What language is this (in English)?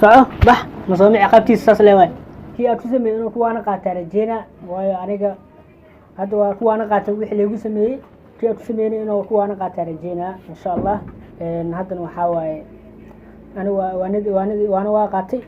Somali